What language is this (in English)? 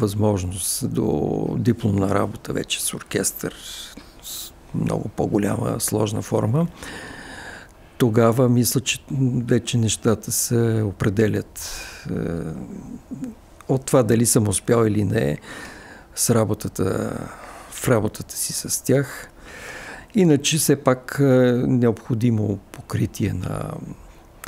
Bulgarian